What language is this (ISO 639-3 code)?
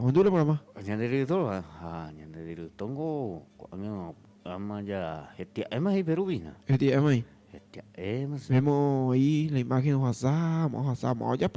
grn